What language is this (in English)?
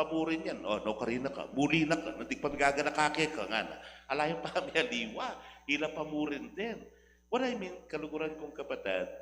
Pampanga